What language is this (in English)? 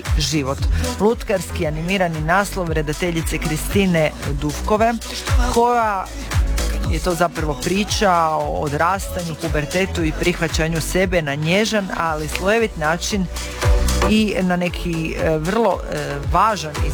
Croatian